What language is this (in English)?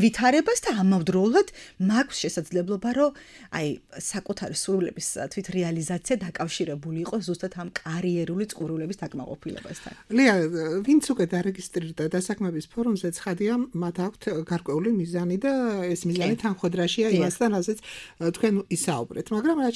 Georgian